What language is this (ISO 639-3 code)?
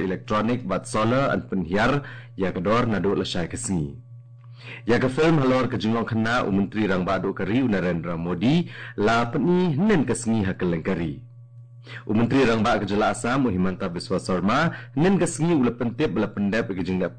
kha